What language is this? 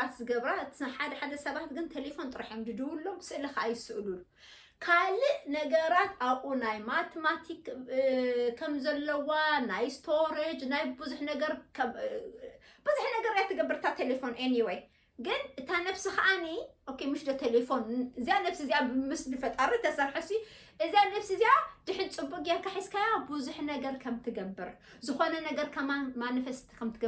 Tigrinya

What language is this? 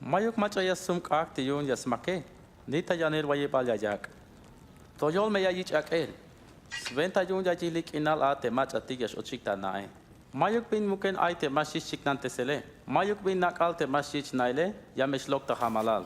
Tzeltal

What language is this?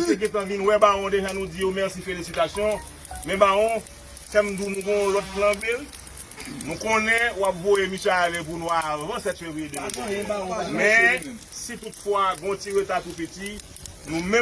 Haitian Creole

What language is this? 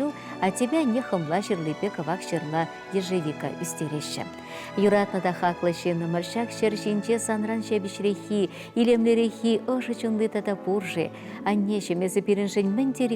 Chuvash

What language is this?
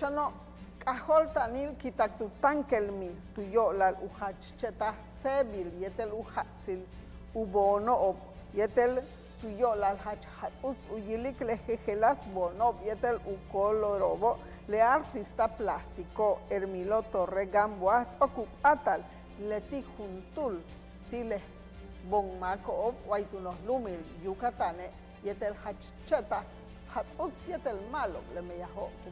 Yucateco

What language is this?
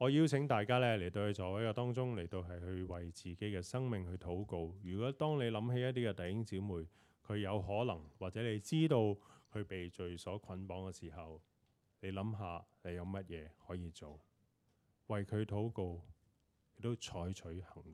Cantonese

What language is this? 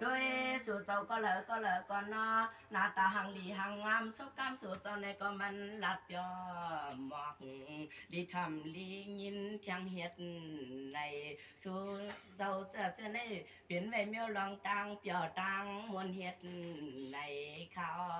Shan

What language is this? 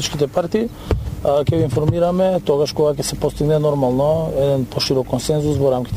Macedonian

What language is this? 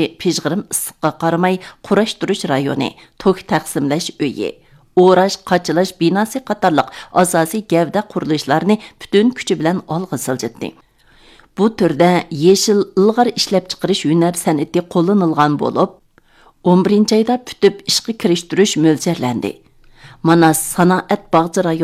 Uyghur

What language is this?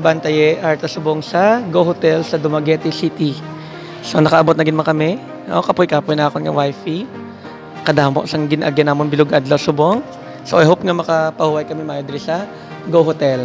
Hiligaynon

